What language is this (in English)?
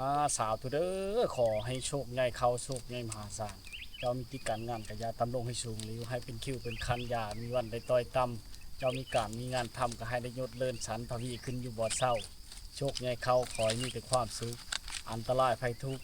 Lao